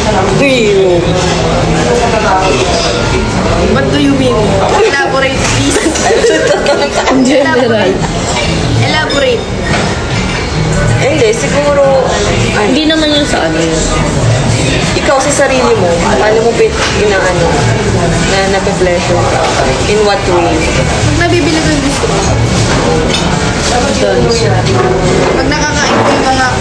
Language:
Filipino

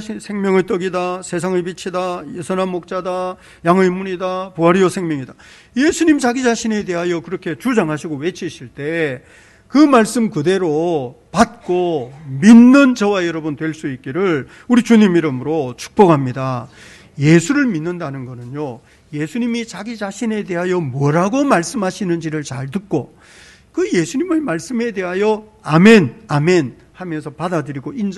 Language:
Korean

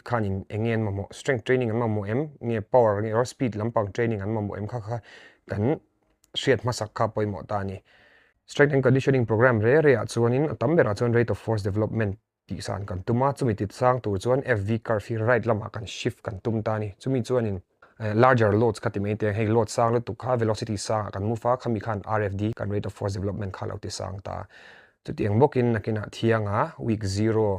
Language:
Mizo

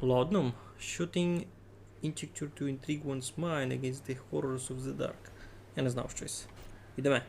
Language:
Rusyn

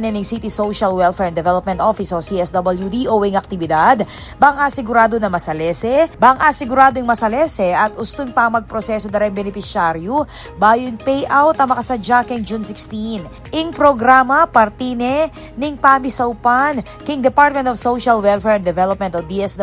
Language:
Pampanga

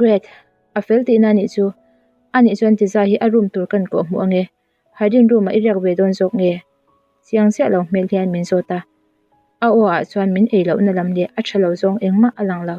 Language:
Mizo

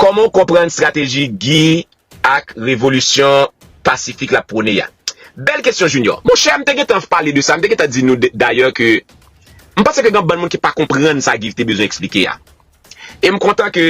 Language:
Haitian Creole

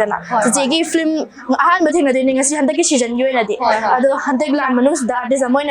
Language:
Manipuri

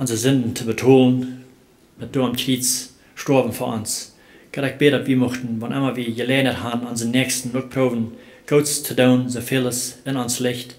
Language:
Plautdietsch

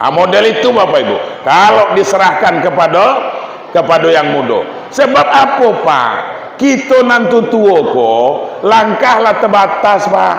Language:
Minangkabau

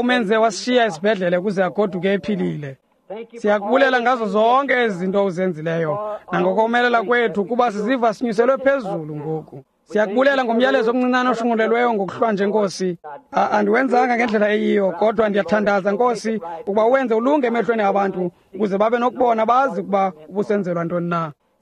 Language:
Xhosa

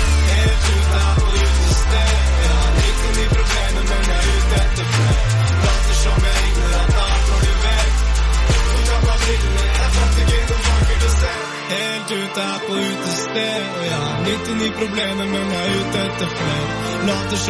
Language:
Norwegian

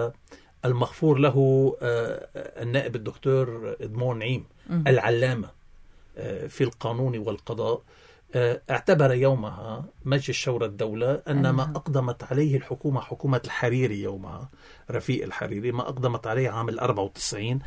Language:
Arabic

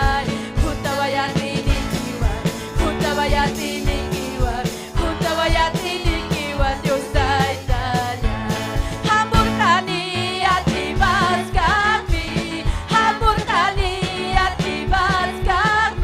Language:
Ayacucho Quechua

